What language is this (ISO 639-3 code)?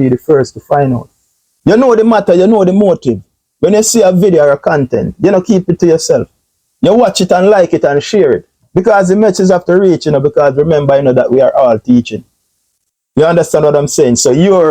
jam